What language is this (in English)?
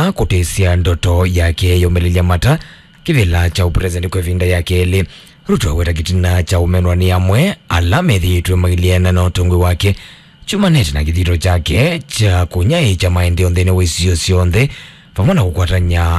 Kamba